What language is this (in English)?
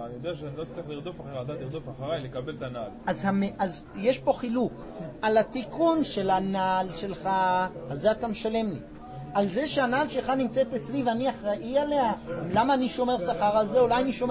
Hebrew